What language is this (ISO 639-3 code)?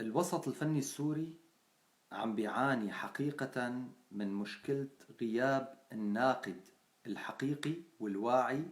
apc